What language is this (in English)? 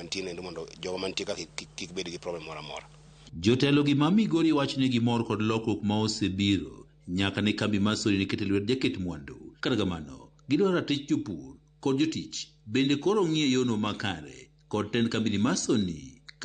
Luo (Kenya and Tanzania)